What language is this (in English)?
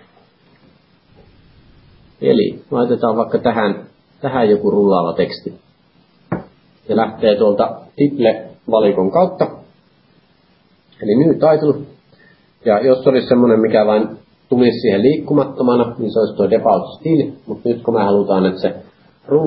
Finnish